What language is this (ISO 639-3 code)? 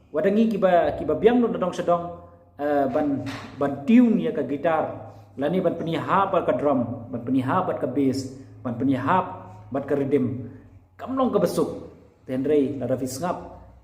kha